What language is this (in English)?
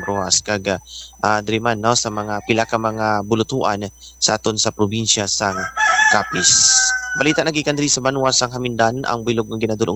Hiligaynon